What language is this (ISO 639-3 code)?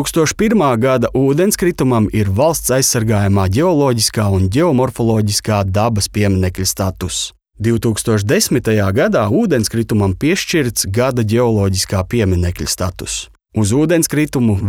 lav